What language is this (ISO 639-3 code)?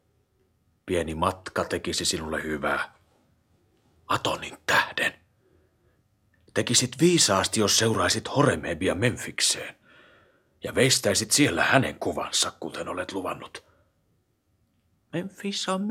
fin